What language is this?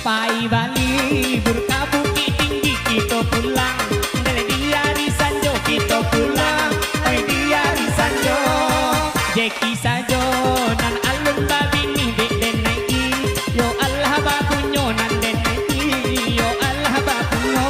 Minangkabau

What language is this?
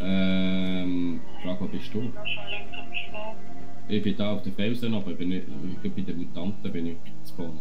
Swiss German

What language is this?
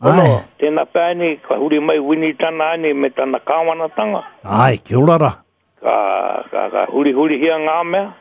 Māori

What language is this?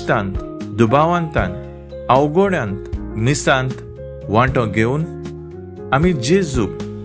Konkani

